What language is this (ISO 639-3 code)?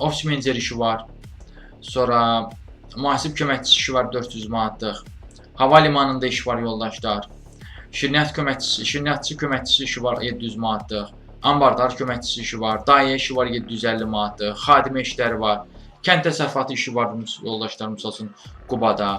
aze